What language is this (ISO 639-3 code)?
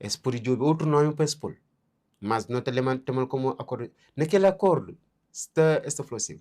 kea